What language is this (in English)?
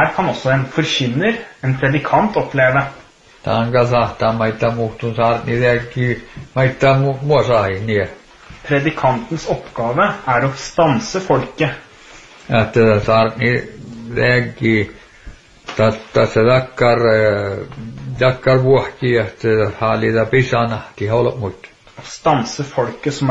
Norwegian